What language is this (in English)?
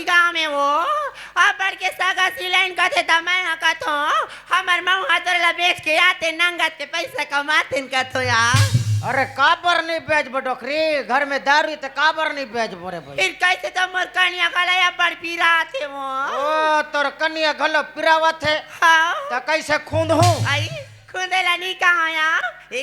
Chhattisgarhi